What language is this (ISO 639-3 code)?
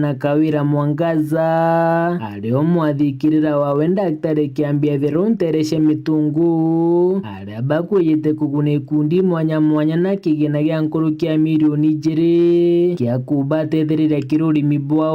mer